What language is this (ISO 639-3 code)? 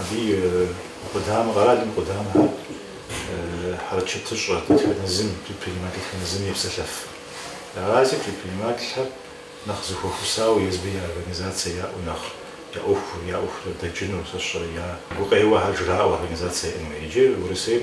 kbd